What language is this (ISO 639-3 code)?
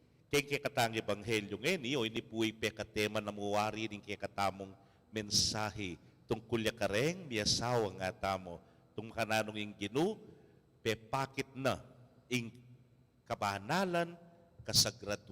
pam